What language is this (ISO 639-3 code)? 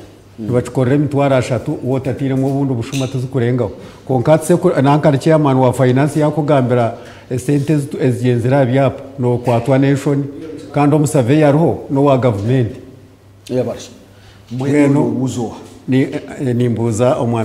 nyn